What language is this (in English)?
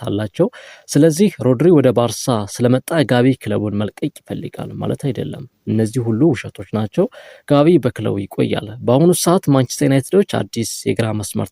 Amharic